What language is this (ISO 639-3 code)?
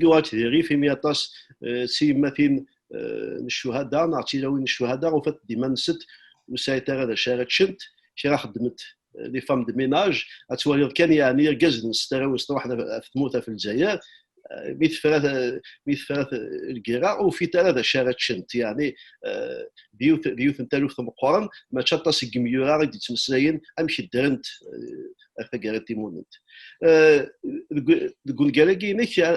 kab